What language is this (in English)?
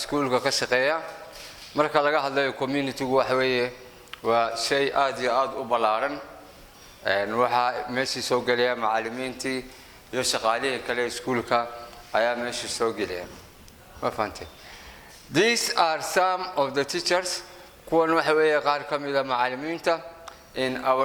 Somali